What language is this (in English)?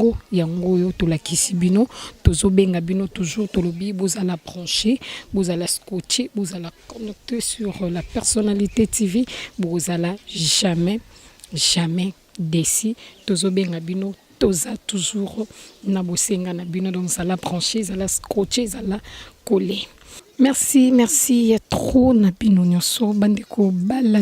Lingala